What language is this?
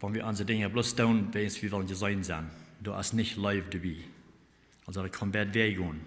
Plautdietsch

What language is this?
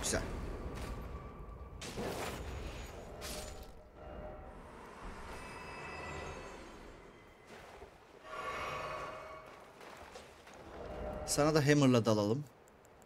Turkish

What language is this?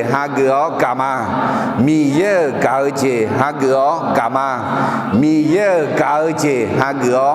Akha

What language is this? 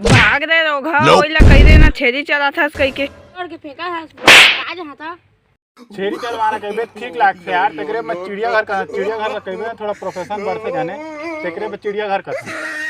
Chhattisgarhi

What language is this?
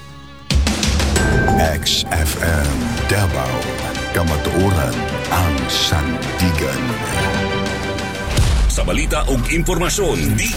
Cebuano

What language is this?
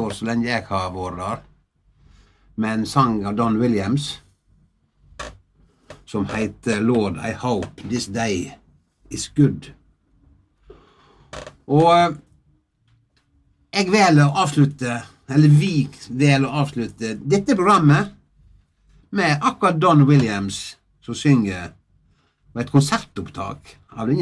Norwegian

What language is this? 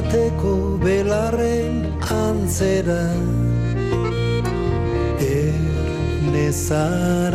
Basque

